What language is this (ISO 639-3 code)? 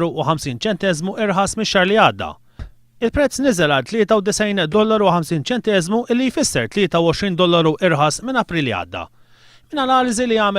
mlt